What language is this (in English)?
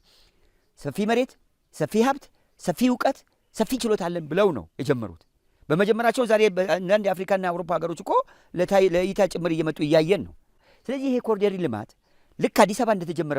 Amharic